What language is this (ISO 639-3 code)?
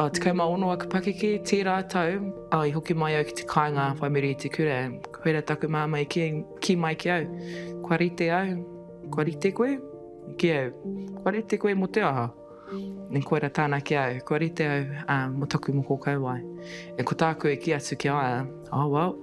mri